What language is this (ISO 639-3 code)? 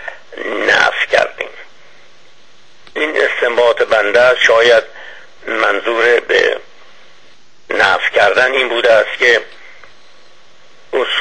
fas